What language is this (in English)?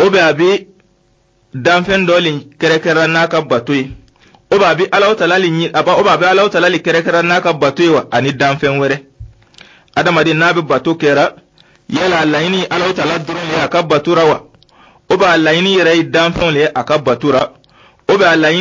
Dyula